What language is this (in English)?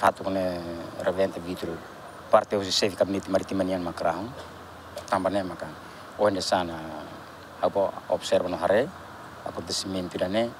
Tetum